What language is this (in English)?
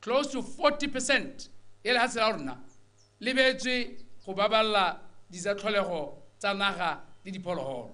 Tswana